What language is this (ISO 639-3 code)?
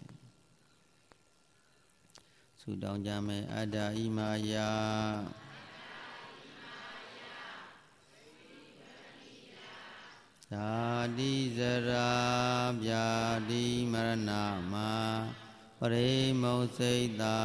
mya